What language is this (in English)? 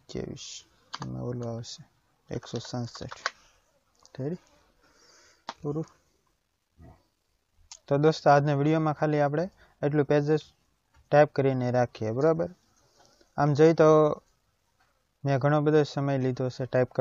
Gujarati